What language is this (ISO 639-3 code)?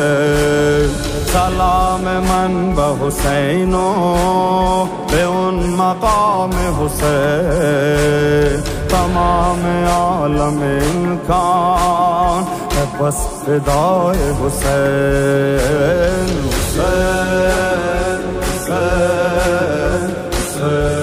urd